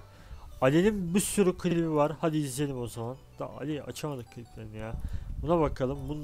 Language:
Turkish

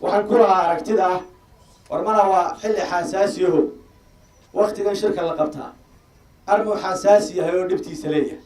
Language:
Somali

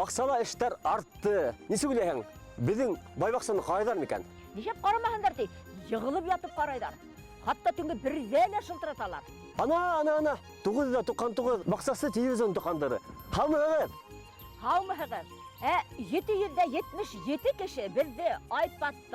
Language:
Bashkir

